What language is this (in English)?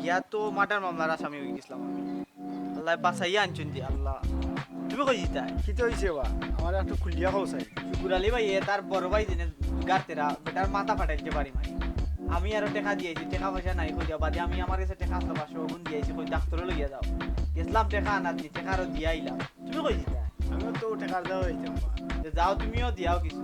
Sylheti